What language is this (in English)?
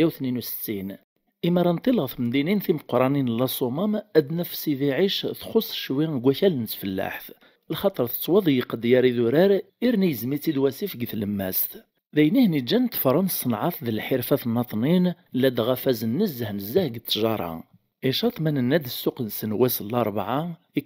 Kabyle